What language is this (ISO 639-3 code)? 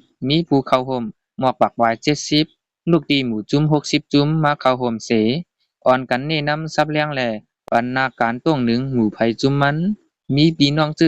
shn